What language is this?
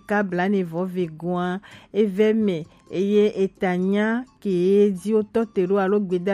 Gen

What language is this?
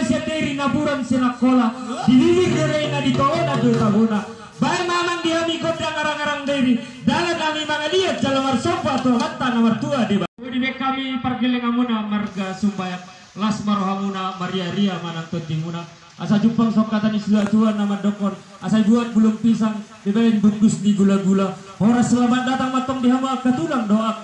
Batak Toba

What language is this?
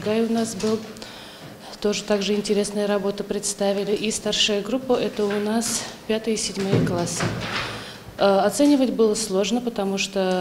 Russian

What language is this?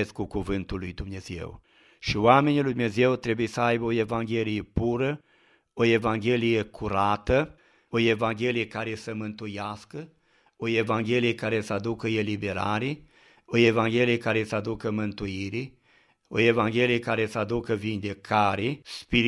Romanian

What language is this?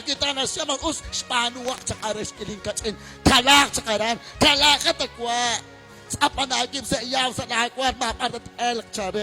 Kekchí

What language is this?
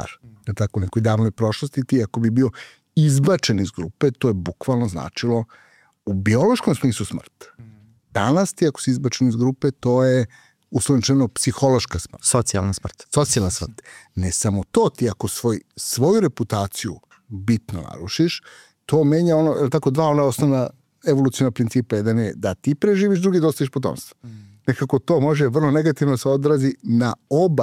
Serbian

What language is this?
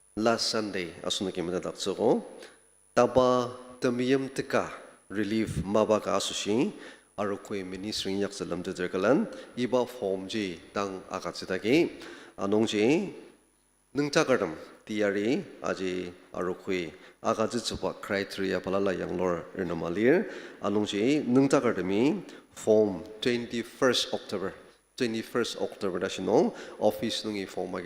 Ao Naga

